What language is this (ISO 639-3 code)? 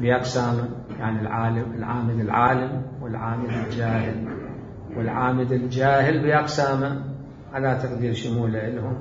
acm